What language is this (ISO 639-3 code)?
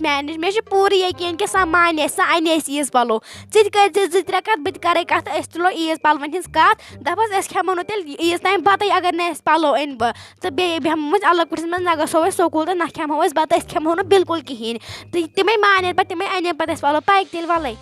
kas